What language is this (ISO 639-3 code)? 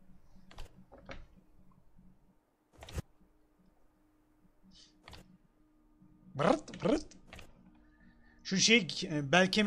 tur